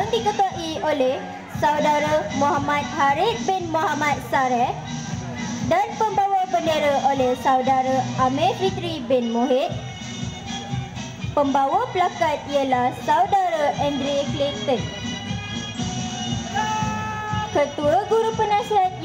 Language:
Malay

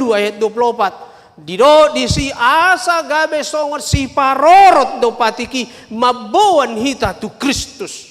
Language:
Batak Toba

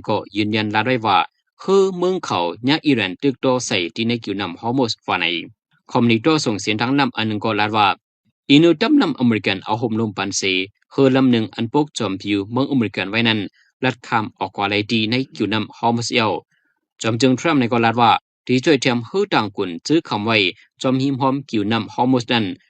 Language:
Shan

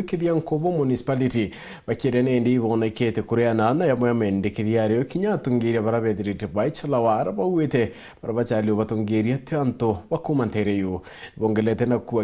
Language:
Meru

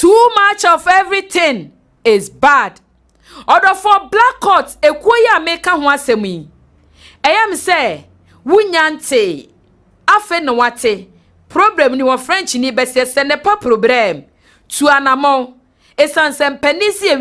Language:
Akan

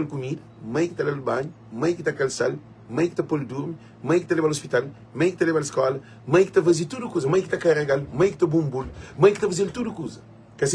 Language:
Kabuverdianu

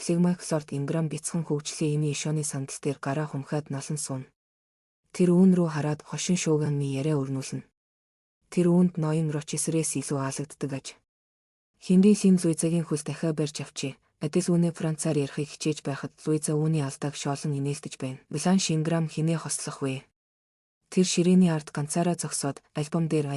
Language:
Mongolian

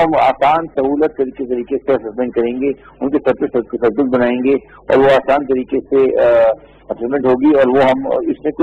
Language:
Urdu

